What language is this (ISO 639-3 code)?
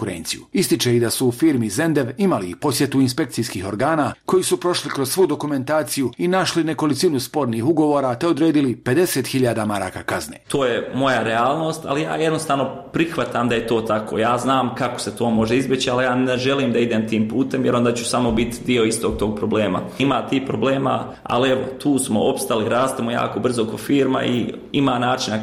bos